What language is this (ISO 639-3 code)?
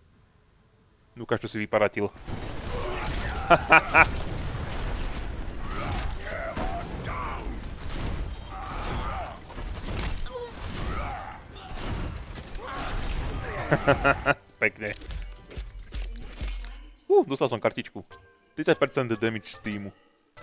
slk